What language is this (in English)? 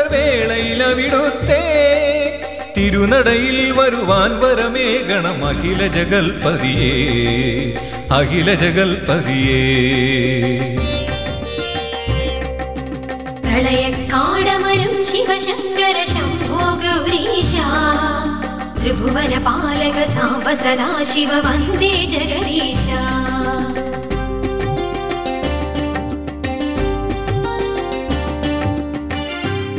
Malayalam